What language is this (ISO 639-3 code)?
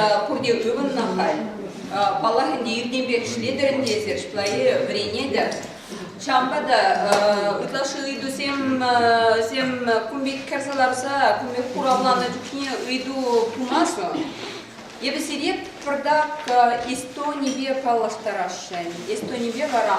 chv